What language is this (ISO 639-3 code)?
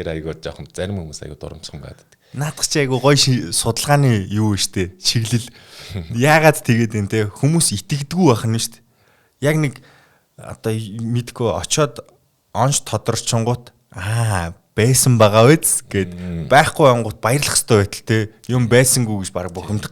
mon